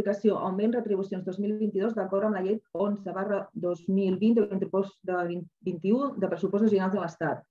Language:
Catalan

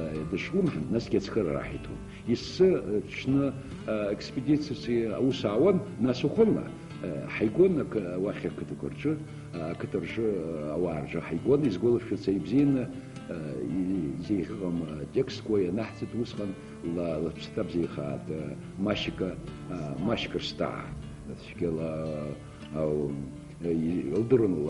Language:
Abkhazian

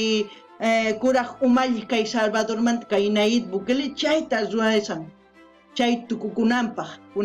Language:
South Bolivian Quechua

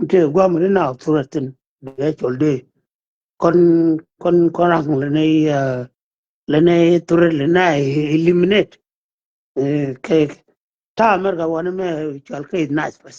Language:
Nuer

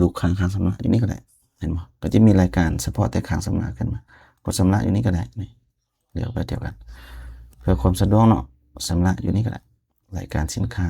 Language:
Lao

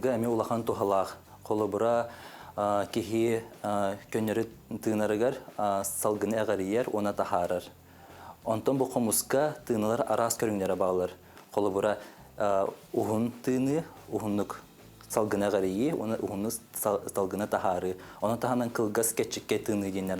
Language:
Yakut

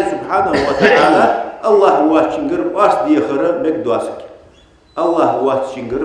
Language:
Ingush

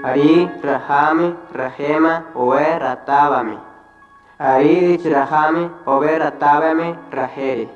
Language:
Central Tarahumara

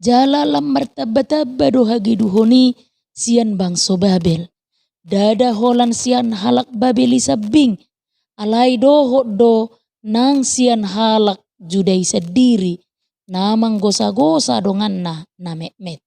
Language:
Batak Toba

